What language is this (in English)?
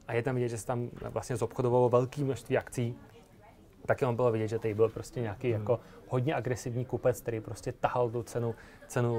Czech